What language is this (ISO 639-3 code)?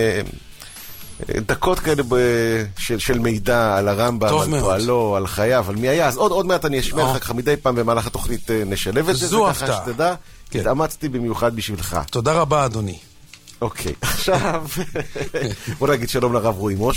heb